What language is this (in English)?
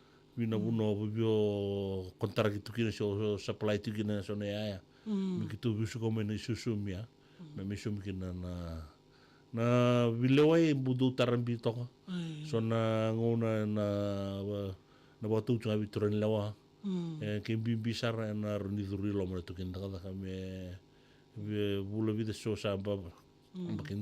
Fijian